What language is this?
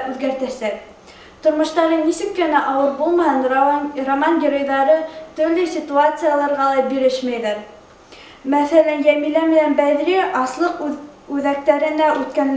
Bashkir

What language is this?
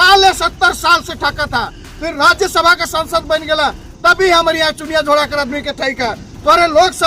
Sadri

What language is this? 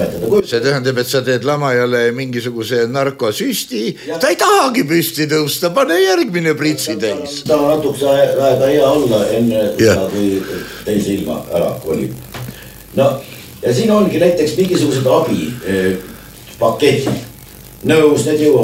Estonian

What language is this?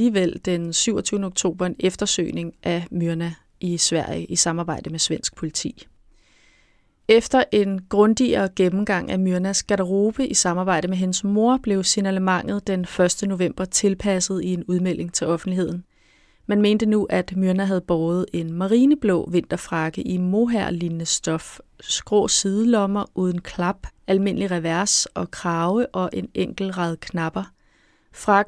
Danish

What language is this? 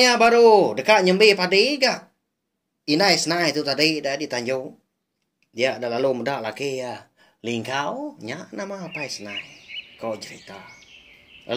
Iban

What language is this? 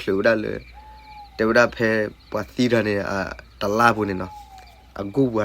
S'gaw Karen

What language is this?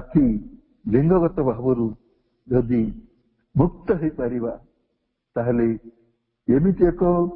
Odia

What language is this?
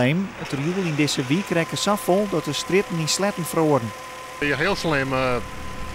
Western Frisian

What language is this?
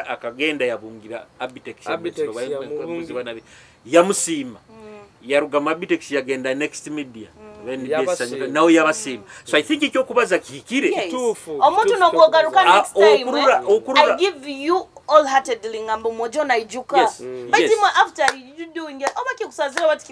Nyoro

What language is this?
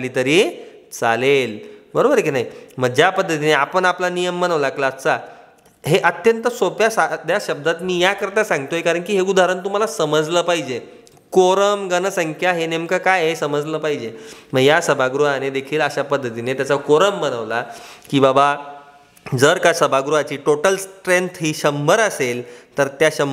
Marathi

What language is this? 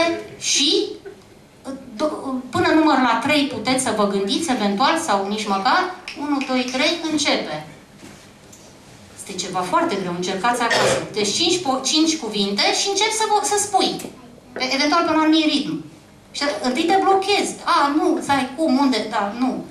Romanian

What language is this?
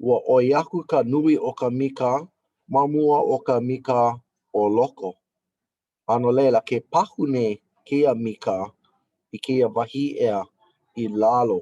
Hawaiian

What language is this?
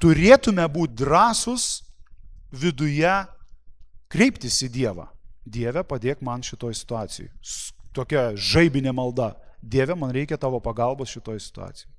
Lithuanian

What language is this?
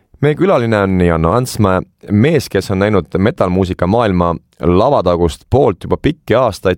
Estonian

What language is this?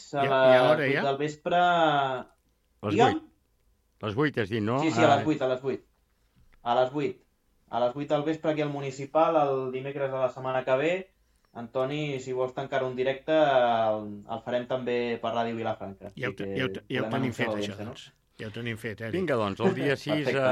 Catalan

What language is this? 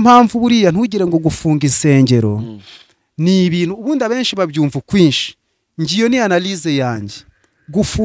Kinyarwanda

